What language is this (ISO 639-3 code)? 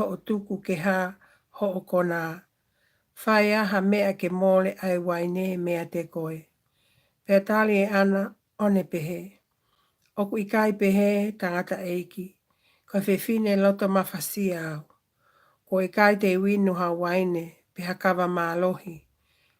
ton